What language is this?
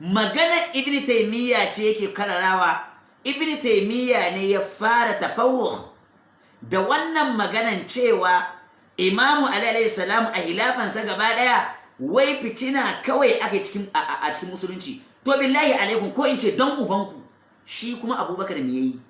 Hausa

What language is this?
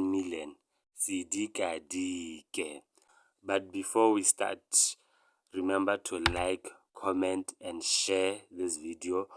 Tswana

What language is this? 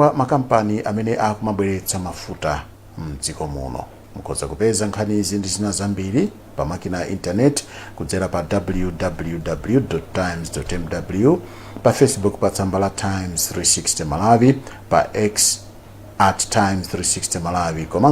Nyanja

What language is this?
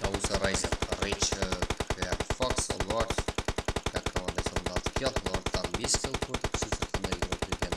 Kara-Kalpak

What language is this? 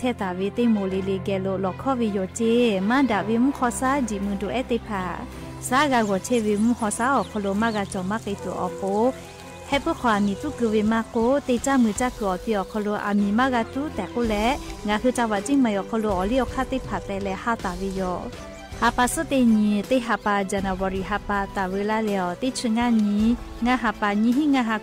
Lahu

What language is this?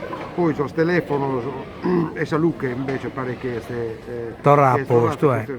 Sardinian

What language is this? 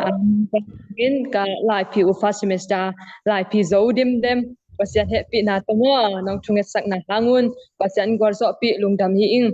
Tedim Chin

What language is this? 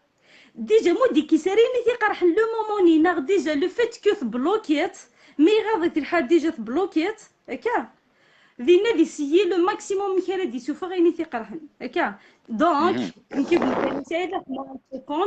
Kabyle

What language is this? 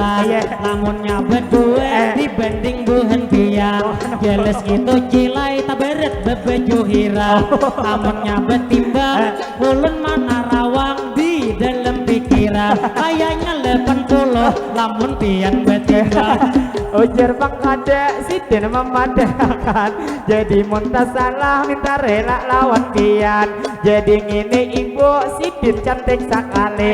Banjar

